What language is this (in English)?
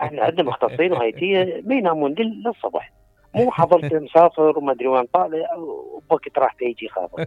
Mesopotamian Arabic